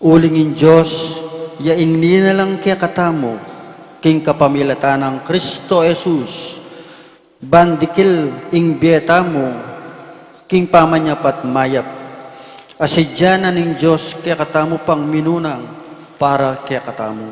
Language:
Pampanga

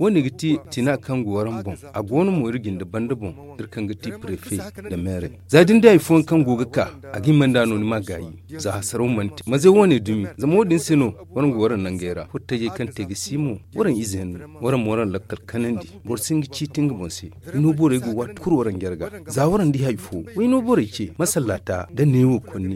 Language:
Zarma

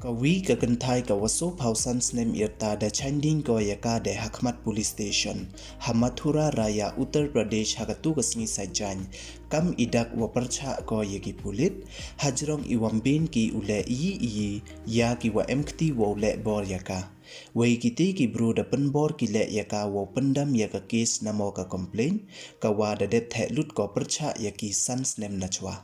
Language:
Pnar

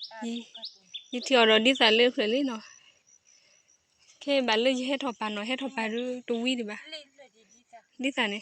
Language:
S'gaw Karen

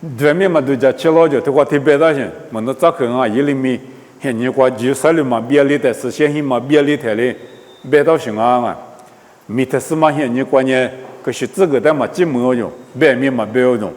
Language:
Lisu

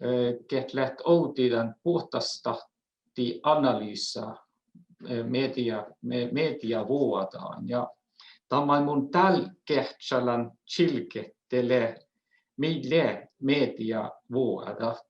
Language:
Northern Sami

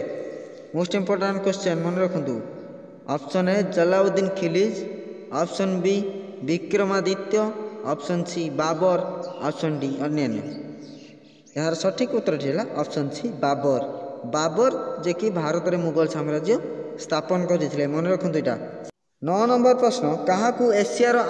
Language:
Odia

